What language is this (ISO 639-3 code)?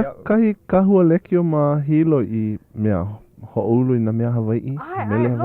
haw